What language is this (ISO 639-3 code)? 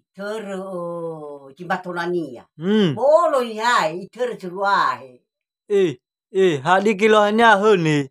nia